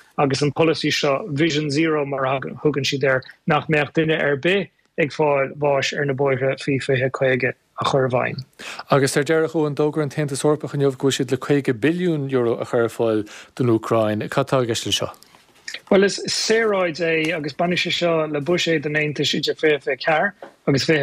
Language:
Irish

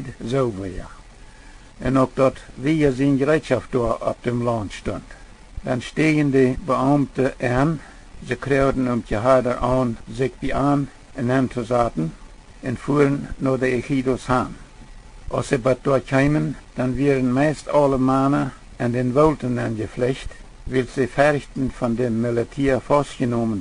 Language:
Plautdietsch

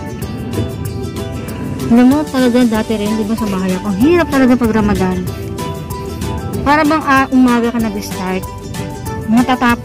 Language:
Filipino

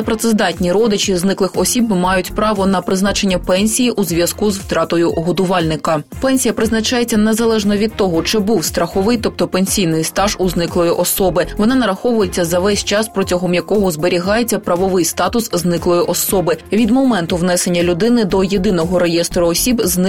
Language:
Ukrainian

